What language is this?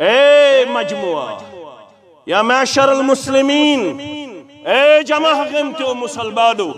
Kashmiri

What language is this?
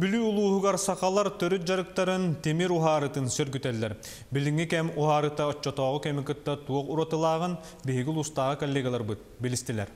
Yakut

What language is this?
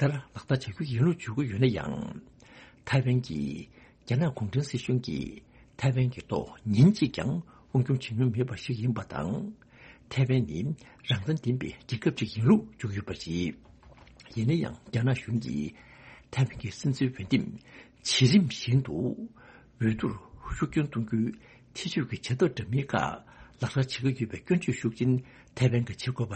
Tibetan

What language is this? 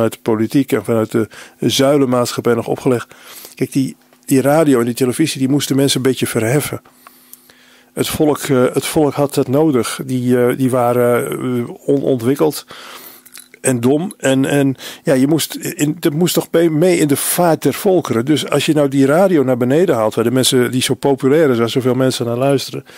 Dutch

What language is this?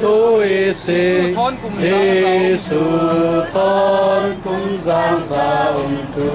Falam Chin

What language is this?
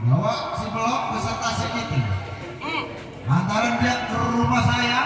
Betawi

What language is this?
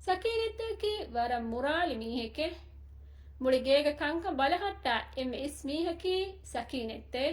Divehi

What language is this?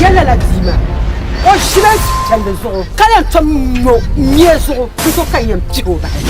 Dagbani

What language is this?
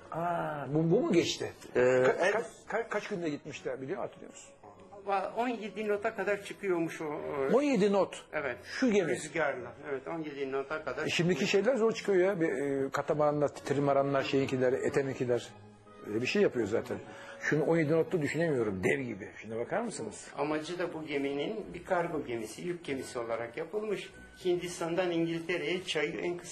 Turkish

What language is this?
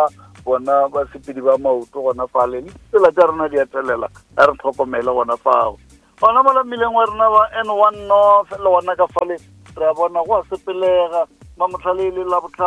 Northern Sotho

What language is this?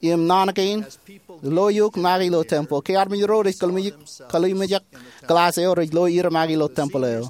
Marshallese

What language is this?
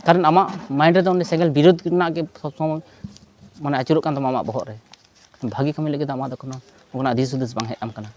Santali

